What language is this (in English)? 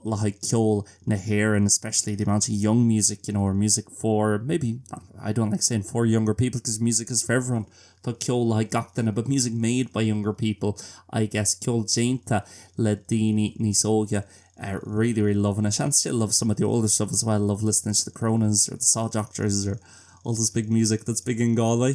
Irish